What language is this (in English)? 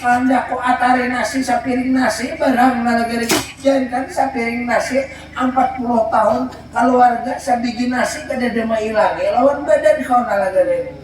Banjar